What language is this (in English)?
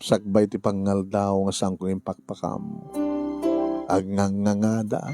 Iloko